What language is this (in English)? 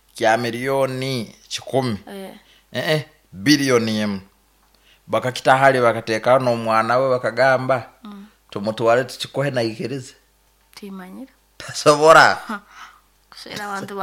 Nyoro